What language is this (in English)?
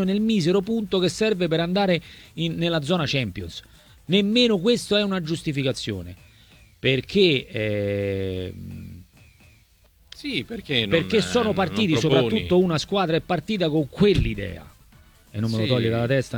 Italian